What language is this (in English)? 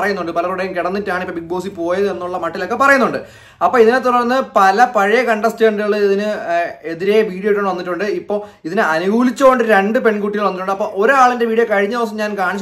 Malayalam